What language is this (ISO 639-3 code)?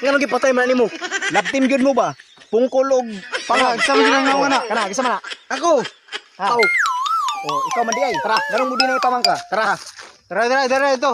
ceb